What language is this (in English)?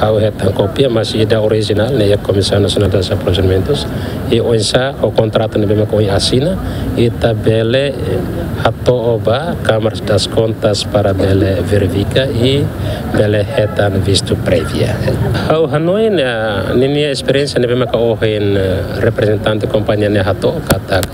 Tetum